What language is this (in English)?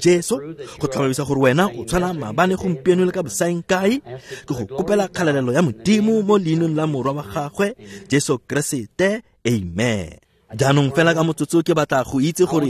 Tswana